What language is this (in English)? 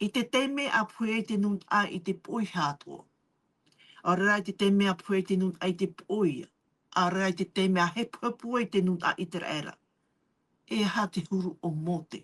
Tahitian